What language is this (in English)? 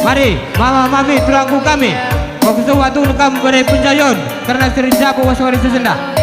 Batak Karo